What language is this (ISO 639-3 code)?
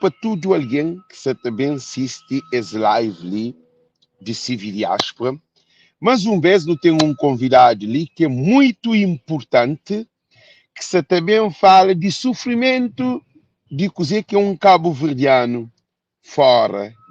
kea